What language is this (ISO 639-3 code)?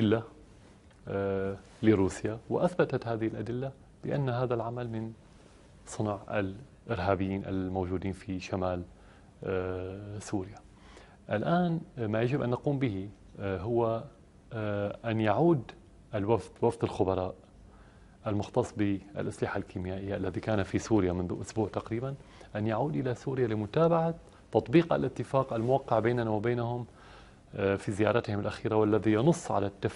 ara